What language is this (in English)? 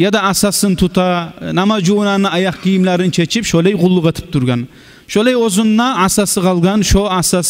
Kumyk